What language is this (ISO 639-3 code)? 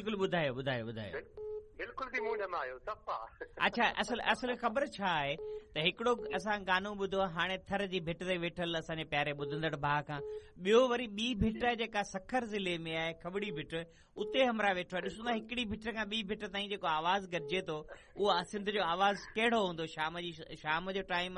snd